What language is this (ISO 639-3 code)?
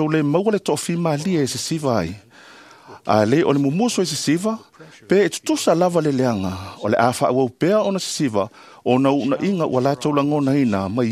smo